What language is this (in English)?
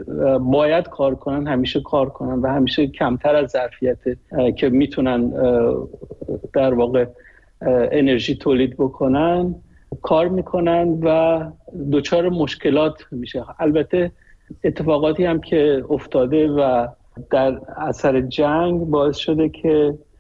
Persian